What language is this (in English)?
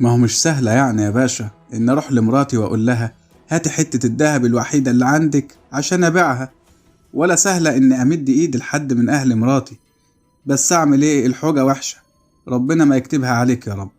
Egyptian Arabic